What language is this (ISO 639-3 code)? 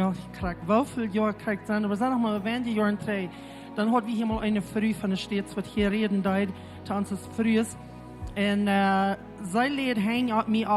pdt